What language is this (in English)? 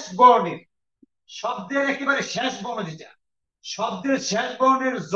Bangla